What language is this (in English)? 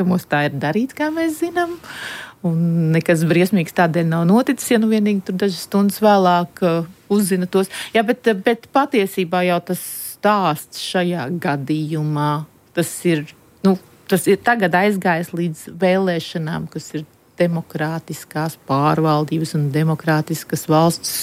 Latvian